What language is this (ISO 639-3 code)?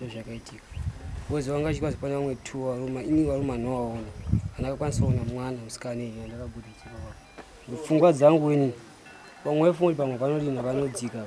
sna